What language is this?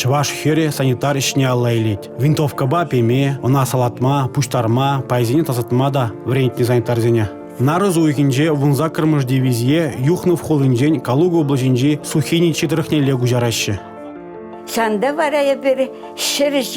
Chuvash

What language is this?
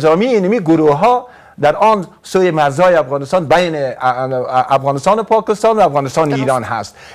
Persian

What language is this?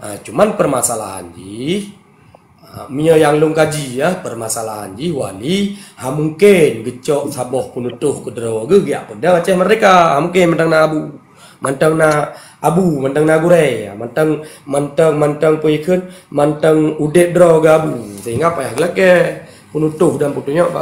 Achinese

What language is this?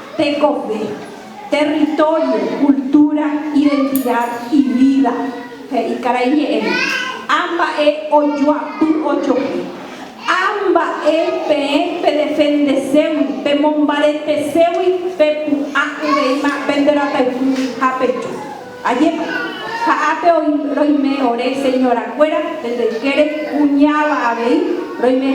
Guarani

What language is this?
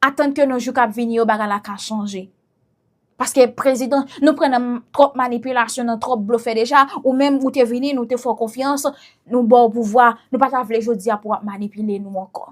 Haitian Creole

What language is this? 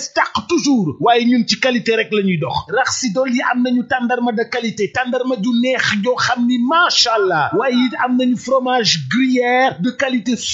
Wolof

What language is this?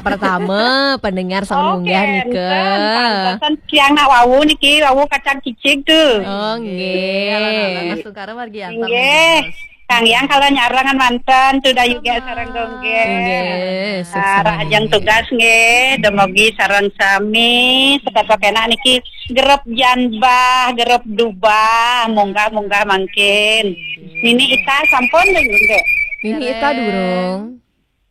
Balinese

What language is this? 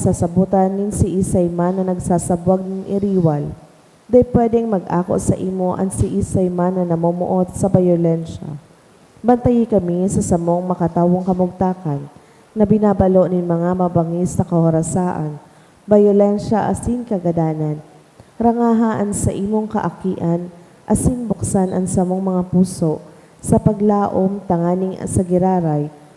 Bikol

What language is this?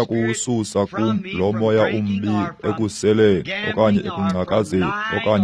Xhosa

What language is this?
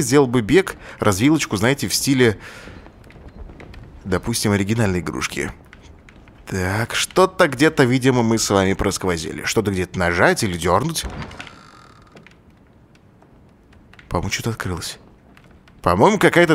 Russian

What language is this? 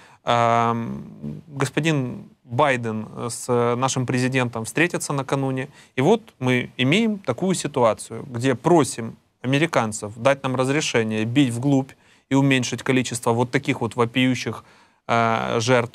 Russian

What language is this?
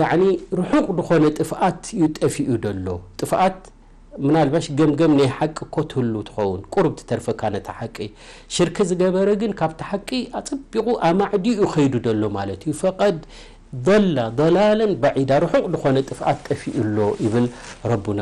Tigrinya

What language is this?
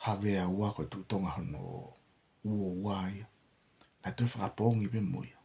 Tongan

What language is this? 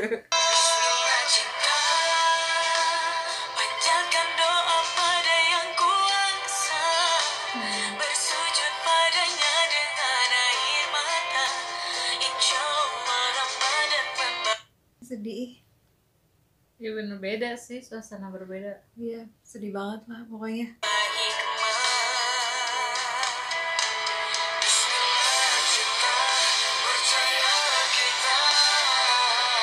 Indonesian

